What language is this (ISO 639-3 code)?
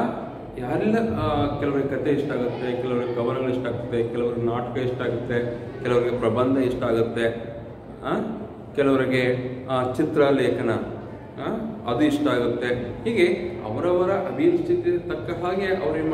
kan